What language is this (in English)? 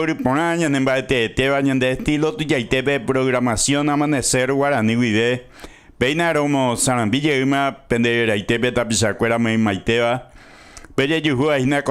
Guarani